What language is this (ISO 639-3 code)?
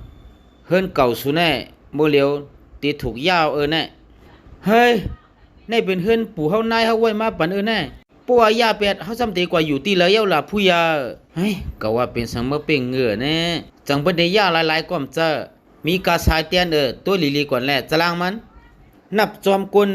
shn